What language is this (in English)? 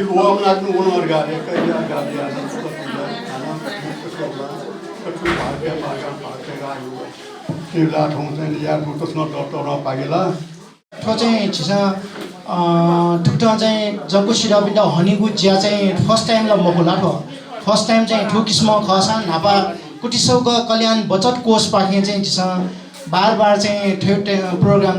Newari